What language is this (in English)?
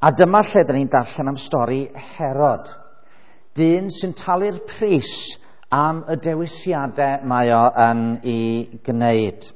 Welsh